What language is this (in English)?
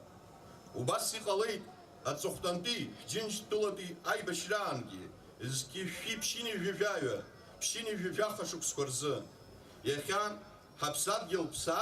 Abkhazian